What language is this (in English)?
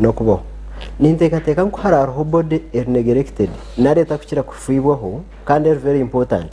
Nyankole